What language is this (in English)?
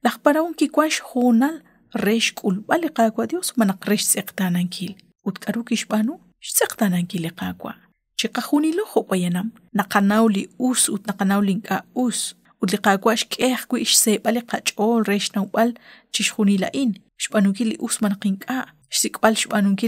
Kekchí